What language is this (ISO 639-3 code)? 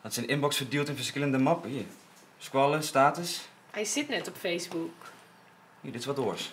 fry